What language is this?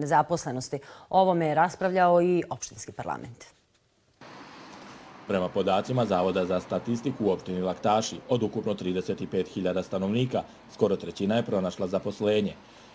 Serbian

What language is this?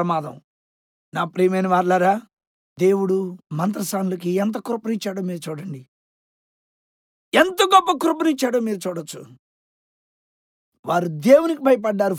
Telugu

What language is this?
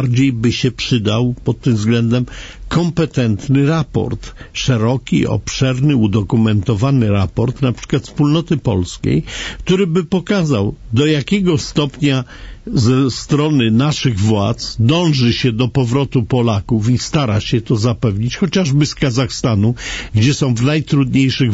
Polish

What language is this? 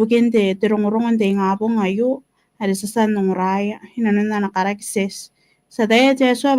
Gilbertese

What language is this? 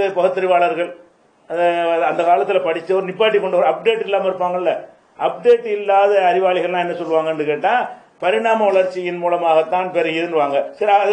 Tamil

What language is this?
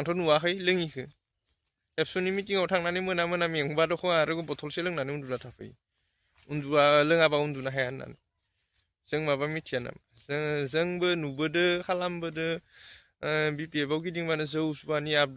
Bodo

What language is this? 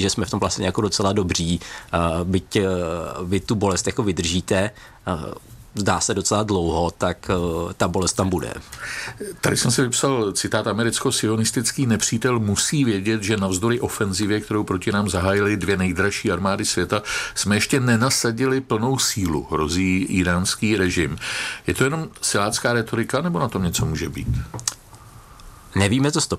Czech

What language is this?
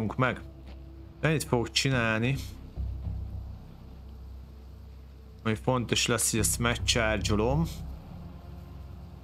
Hungarian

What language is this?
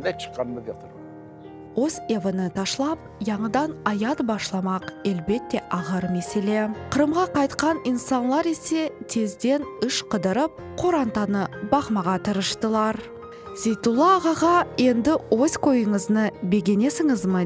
Crimean Tatar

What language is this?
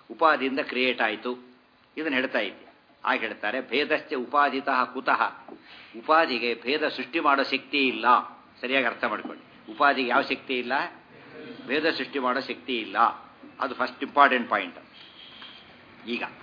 Kannada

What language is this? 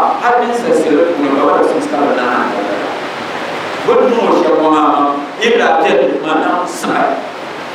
Dagbani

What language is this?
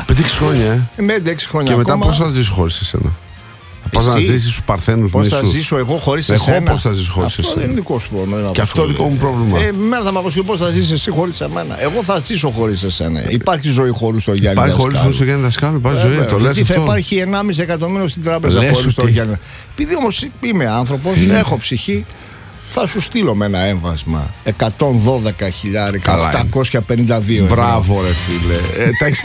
Greek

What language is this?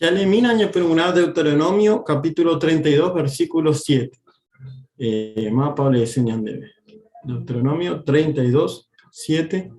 Guarani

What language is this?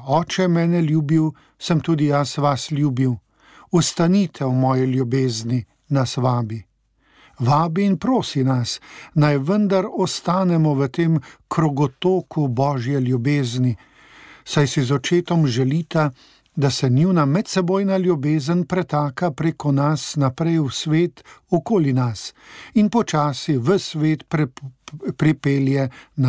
Slovenian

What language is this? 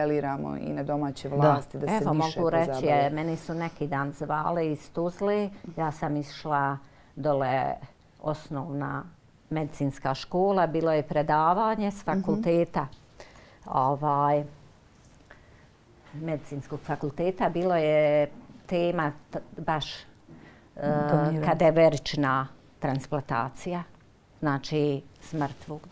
Bosnian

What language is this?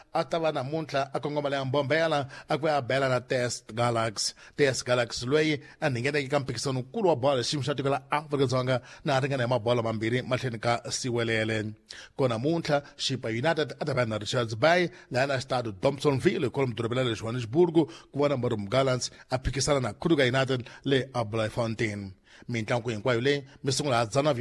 Tsonga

